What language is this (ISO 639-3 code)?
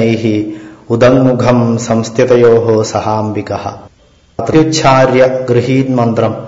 san